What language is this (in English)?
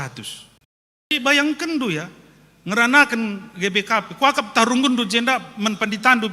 Batak Karo